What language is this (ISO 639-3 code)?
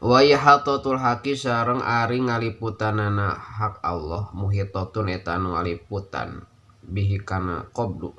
sun